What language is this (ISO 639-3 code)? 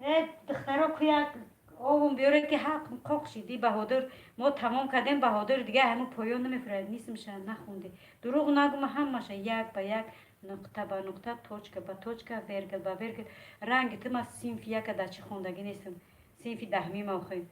tgk